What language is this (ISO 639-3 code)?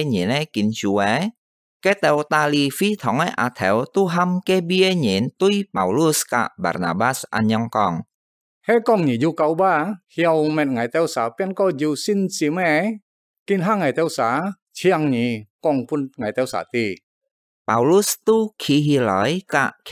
hak